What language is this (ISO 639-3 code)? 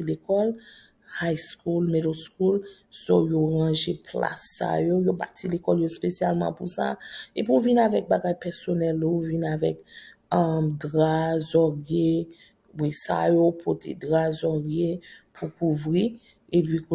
hat